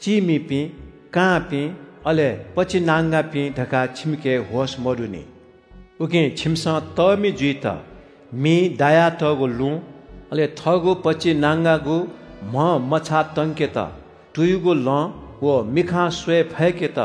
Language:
Newari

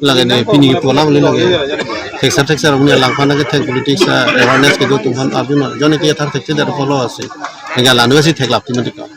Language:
Karbi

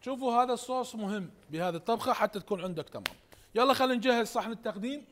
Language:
Mesopotamian Arabic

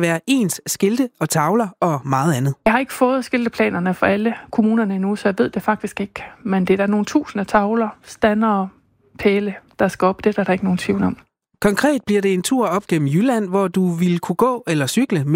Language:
Danish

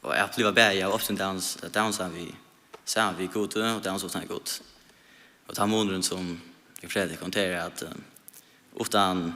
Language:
Faroese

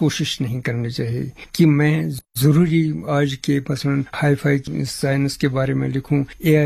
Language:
Urdu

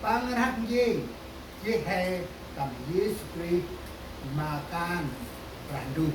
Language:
Central Mnong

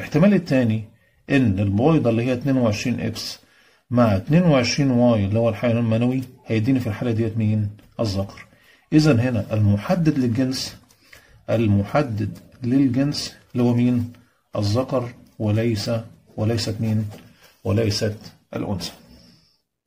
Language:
Egyptian Arabic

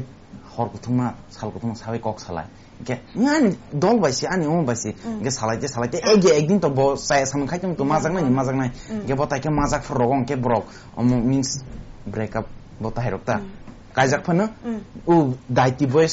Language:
Kok Borok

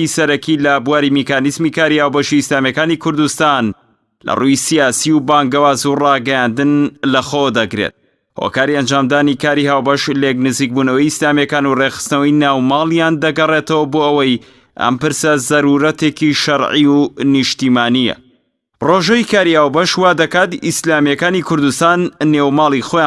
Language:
Central Kurdish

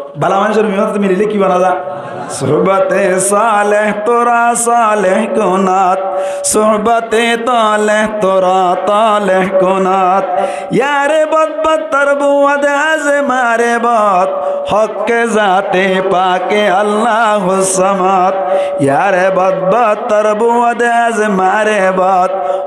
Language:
Rohingya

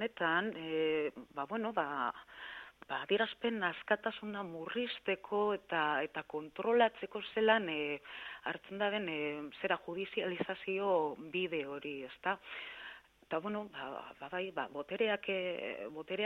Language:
Basque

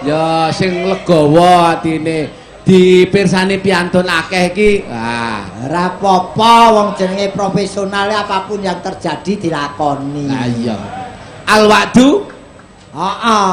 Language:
Javanese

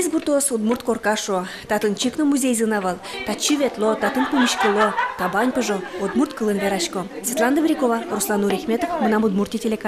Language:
Udmurt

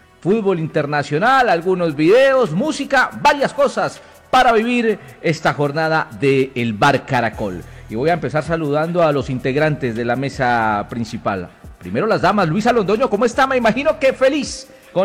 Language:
Spanish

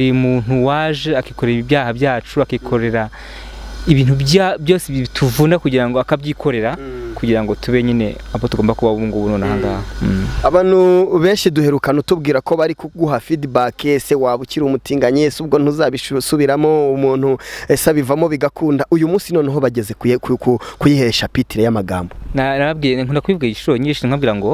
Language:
Kinyarwanda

